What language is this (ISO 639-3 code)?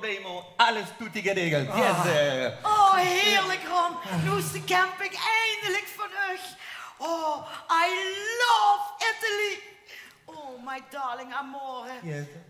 lim